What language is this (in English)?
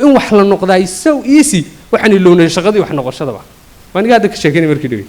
Somali